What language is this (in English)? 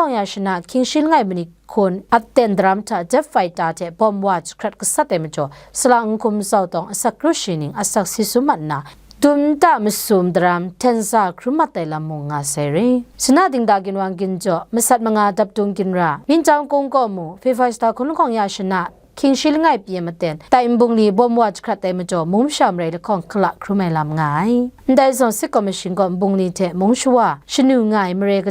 Kachin